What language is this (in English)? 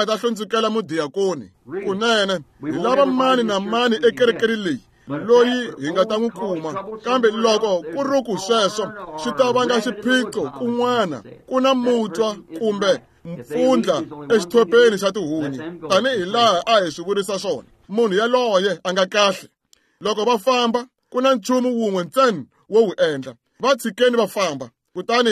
Tsonga